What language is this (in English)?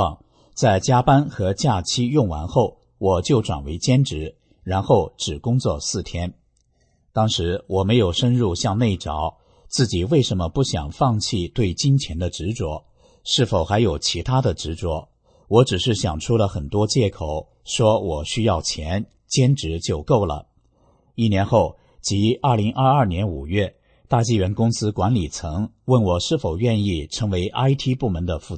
Chinese